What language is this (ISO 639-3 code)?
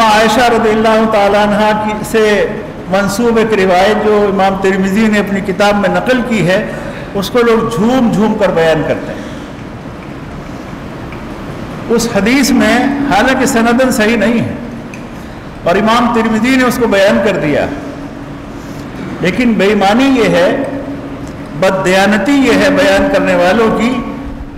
urd